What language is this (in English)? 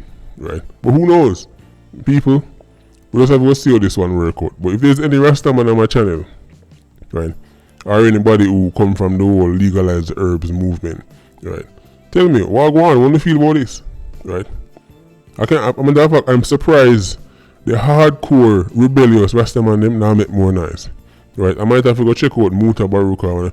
Jamaican Creole English